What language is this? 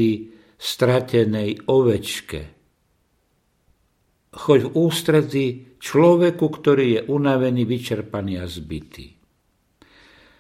Slovak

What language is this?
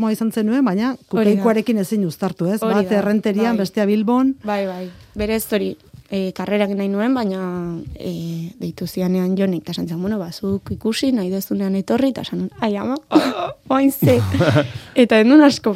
Basque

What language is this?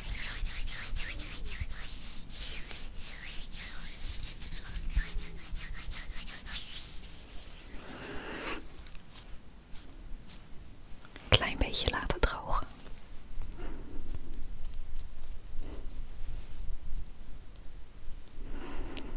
Dutch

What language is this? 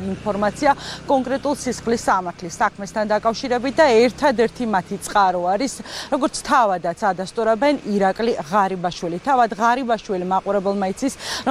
Georgian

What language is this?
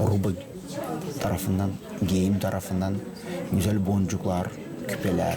Gagauz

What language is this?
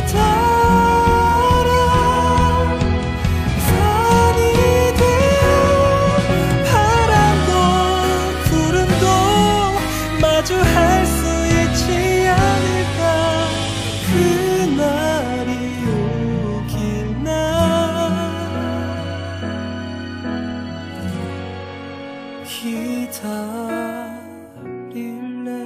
Korean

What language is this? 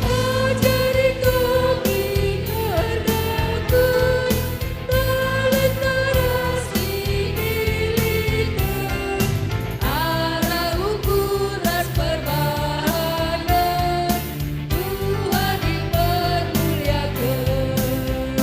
Batak Karo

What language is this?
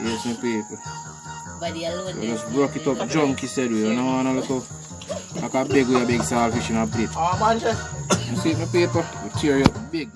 Jamaican Creole English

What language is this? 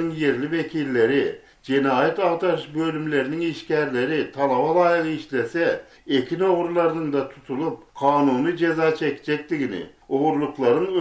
Turkmen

